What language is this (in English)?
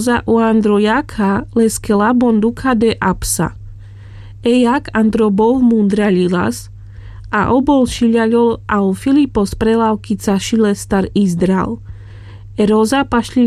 Carpathian Romani